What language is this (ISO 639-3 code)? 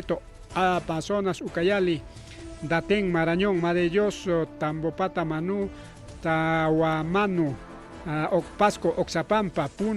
quy